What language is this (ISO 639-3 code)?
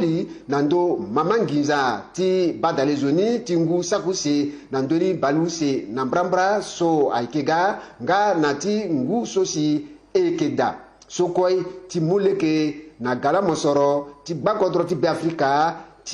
sag